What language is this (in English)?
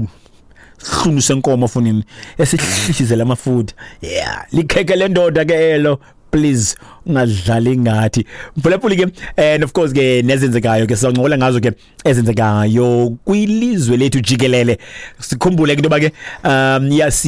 Xhosa